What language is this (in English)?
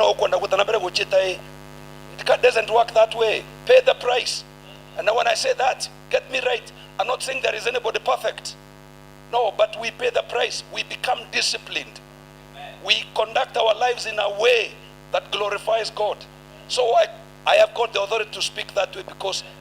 Meru